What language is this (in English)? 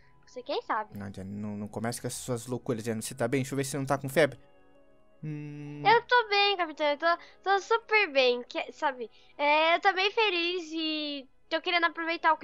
Portuguese